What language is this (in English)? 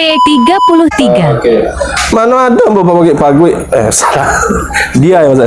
Minangkabau